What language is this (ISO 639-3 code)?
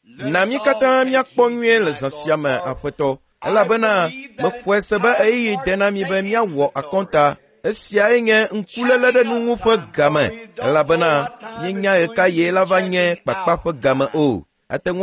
ewe